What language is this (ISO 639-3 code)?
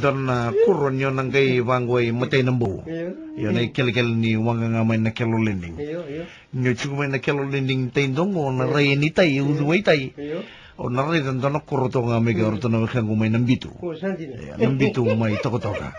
fij